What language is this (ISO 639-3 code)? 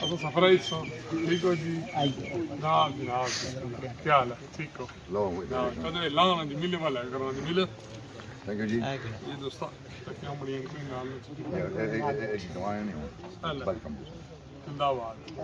phr